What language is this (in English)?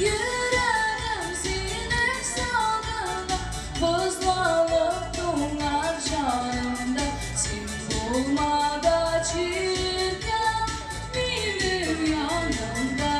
Tatar